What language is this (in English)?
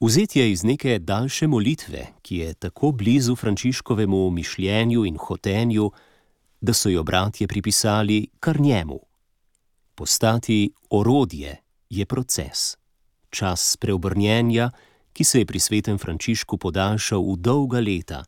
Slovenian